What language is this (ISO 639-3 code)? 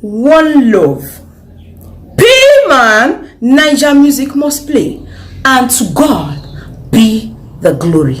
pcm